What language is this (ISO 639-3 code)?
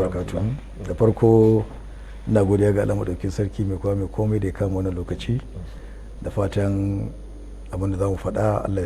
hau